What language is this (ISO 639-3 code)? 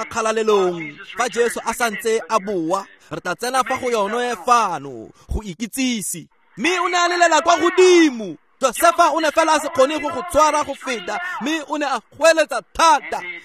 tsn